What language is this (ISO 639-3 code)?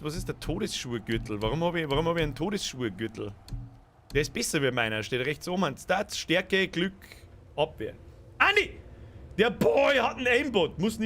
bar